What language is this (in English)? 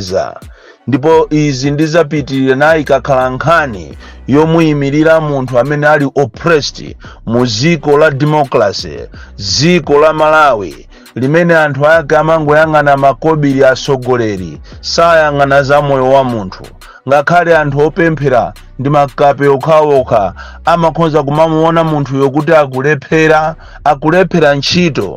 Nyanja